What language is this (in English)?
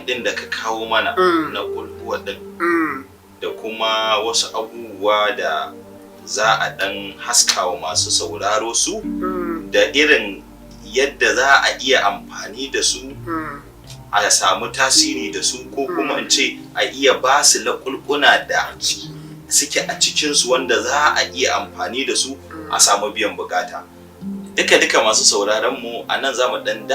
Hausa